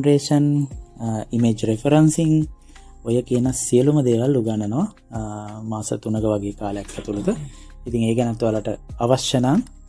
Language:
Sinhala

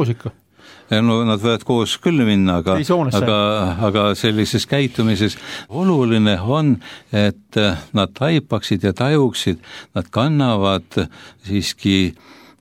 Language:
Estonian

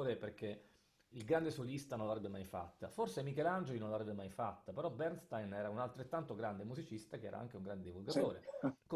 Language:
Italian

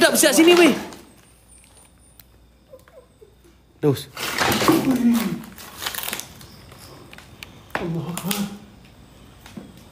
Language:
Malay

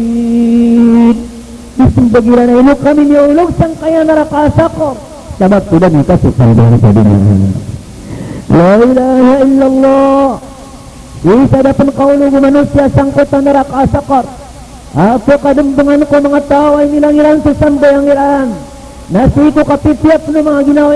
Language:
Maranao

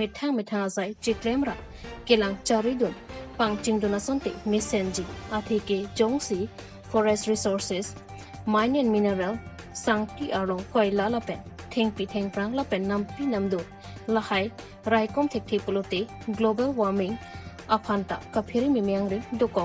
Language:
Karbi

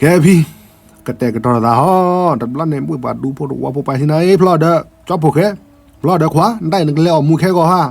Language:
S'gaw Karen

